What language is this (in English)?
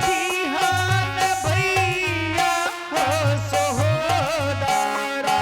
Angika